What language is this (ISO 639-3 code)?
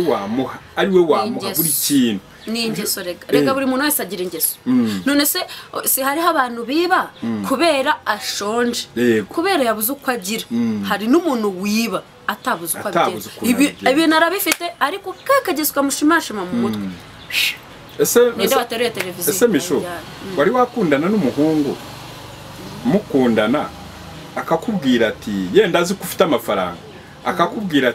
kin